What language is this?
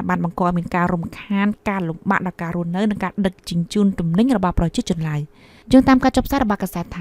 Khmer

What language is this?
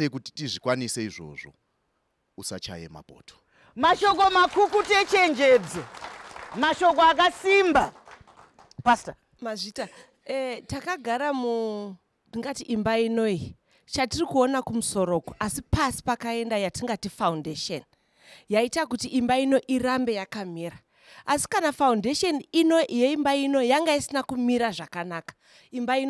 Shona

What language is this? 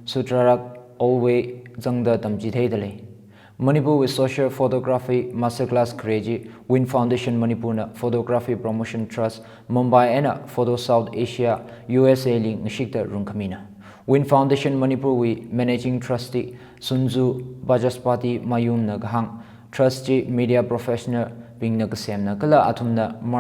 Tangkhul Naga (India)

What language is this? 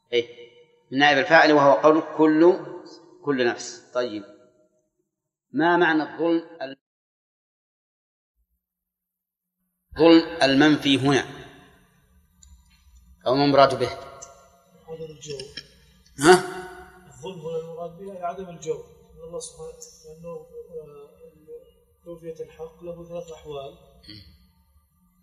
Arabic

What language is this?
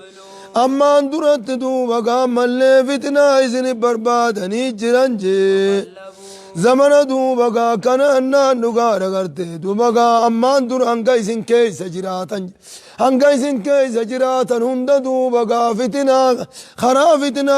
Oromo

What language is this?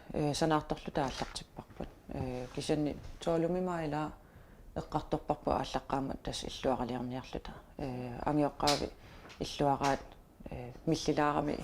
Kalaallisut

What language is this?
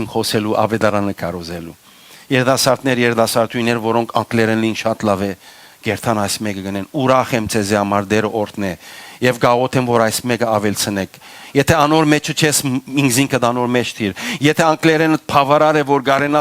Western Armenian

